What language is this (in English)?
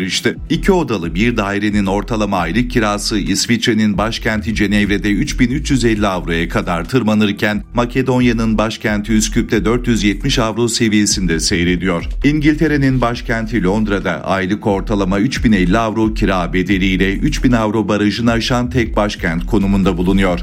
Turkish